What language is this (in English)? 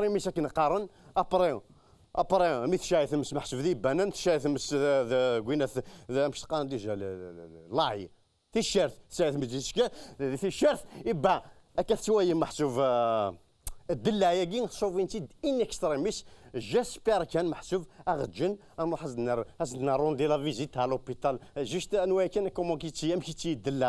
Kabyle